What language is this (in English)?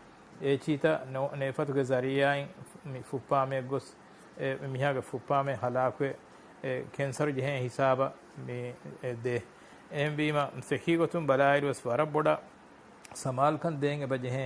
Divehi